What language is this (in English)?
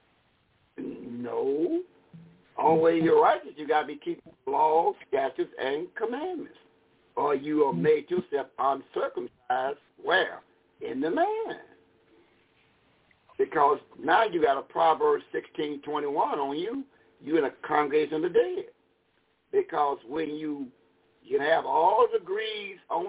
English